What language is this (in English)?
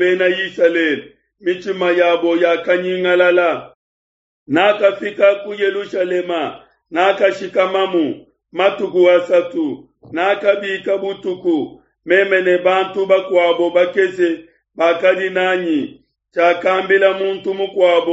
Luba-Lulua